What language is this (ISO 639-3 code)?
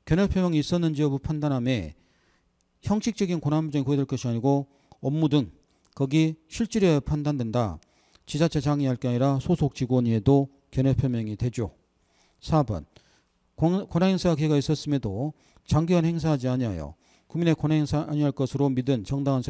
kor